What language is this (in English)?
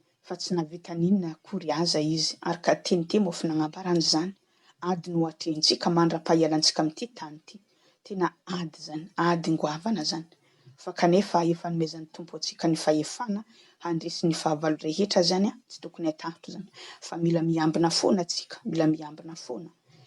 Malagasy